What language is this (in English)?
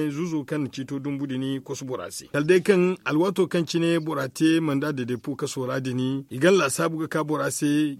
Zarma